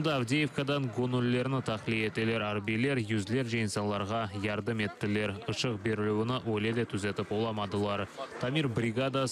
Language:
Crimean Tatar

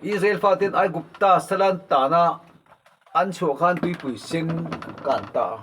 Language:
Mizo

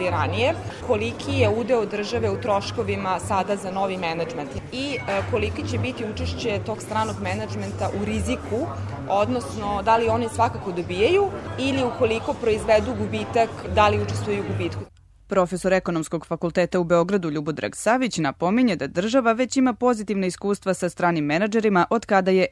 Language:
Serbian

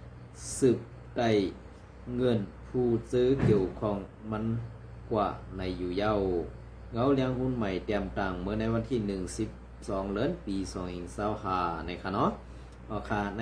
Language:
Shan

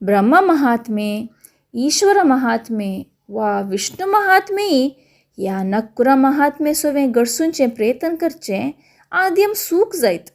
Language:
Konkani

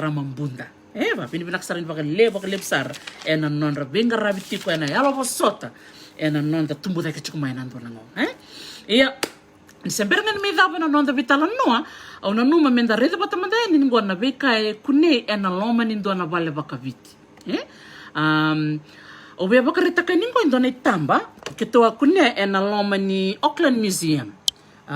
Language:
Fijian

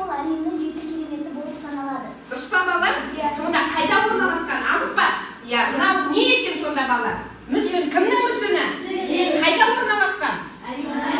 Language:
Kazakh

